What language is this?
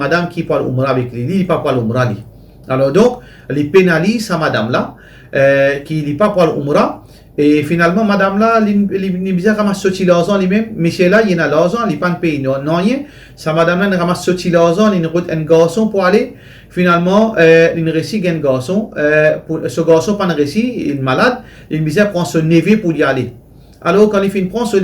Morisyen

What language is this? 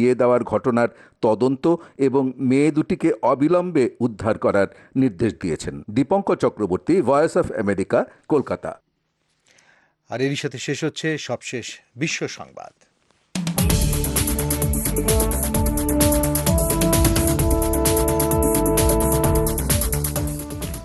Bangla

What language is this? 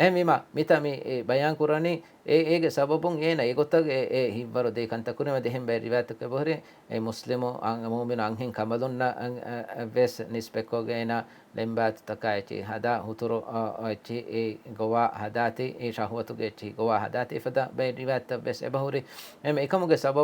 Divehi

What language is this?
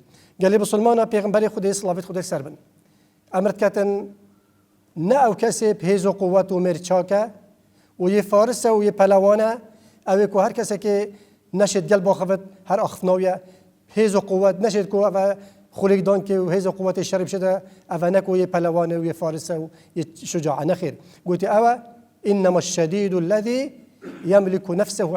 Kurdish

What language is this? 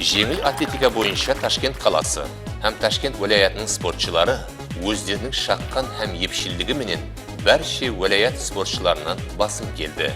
Kara-Kalpak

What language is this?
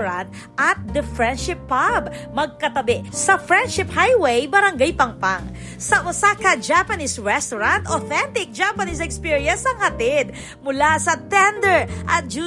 Pampanga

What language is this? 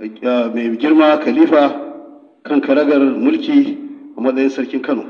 Hausa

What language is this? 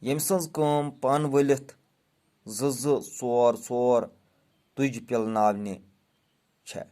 Kashmiri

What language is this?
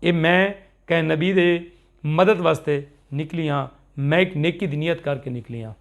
Saraiki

